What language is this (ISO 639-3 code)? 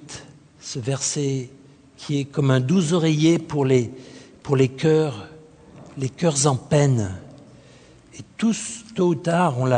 fra